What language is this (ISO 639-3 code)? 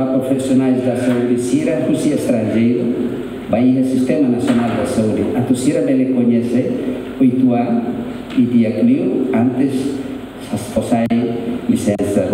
tet